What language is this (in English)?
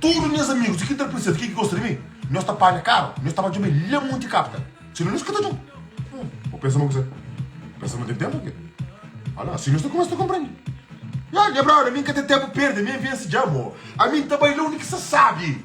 Kabuverdianu